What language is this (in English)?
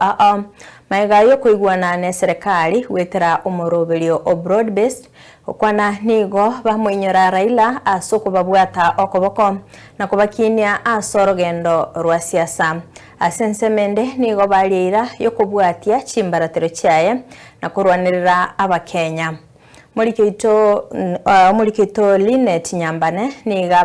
Gusii